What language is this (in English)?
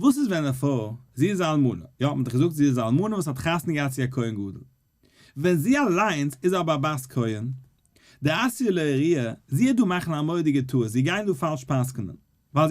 Yiddish